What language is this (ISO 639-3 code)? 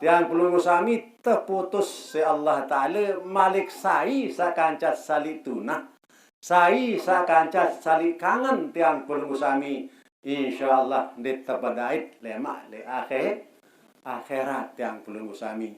sas